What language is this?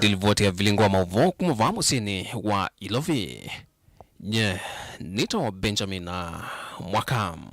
Kamba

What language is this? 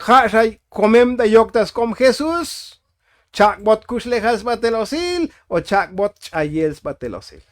Tzotzil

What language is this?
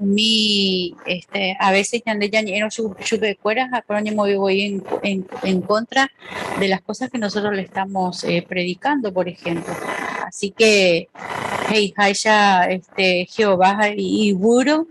Guarani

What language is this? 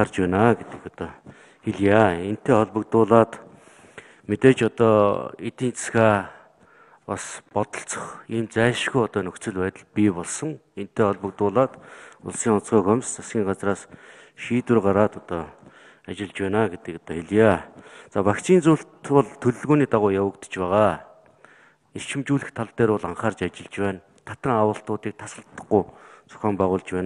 Mongolian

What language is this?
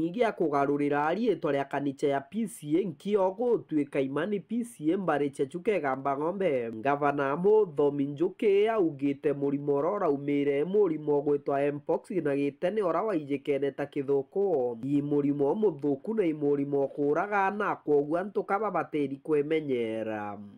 Meru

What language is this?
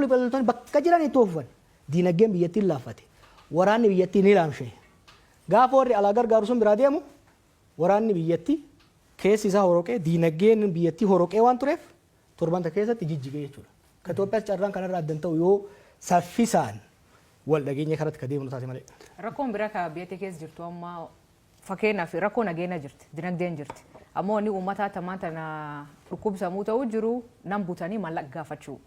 Oromo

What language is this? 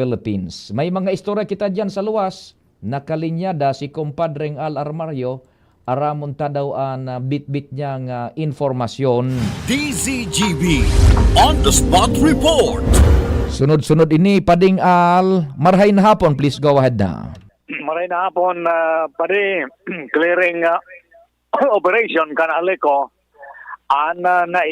Bikol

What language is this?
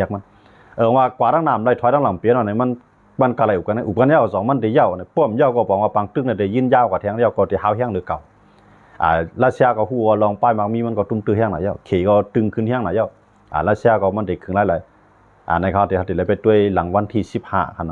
Shan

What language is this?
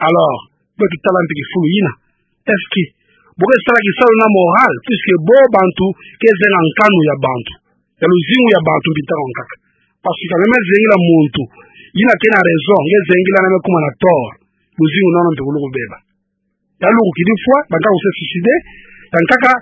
Kituba (Democratic Republic of Congo)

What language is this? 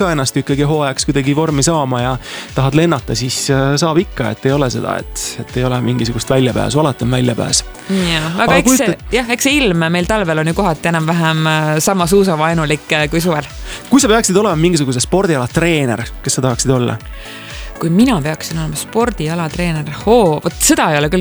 Estonian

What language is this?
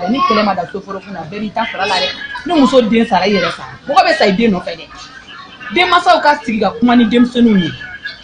Bambara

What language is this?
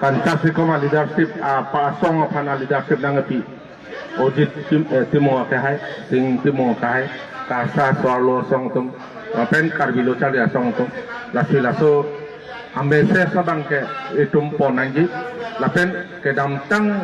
Karbi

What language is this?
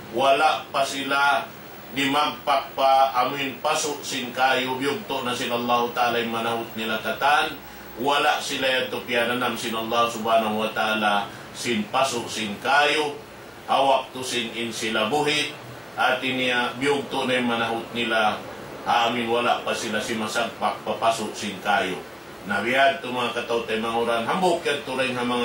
Tausug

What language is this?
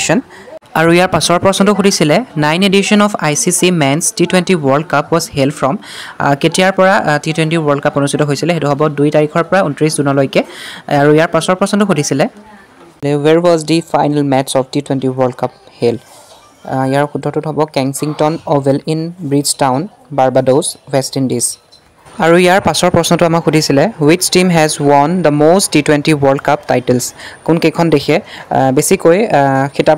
Assamese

